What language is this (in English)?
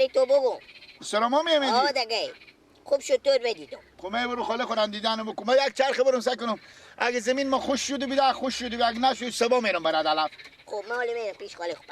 Persian